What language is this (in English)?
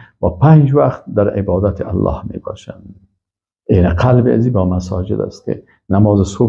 Persian